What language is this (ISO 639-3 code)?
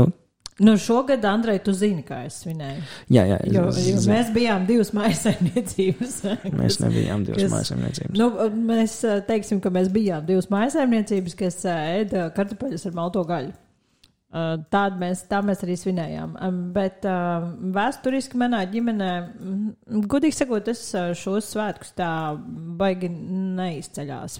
lav